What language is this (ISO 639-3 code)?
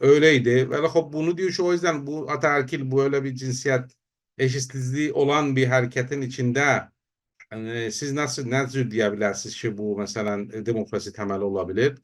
azb